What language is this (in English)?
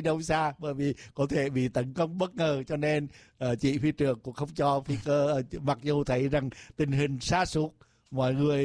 Vietnamese